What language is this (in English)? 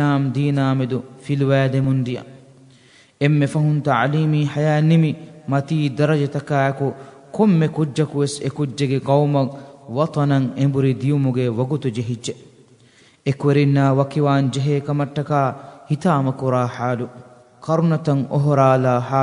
Divehi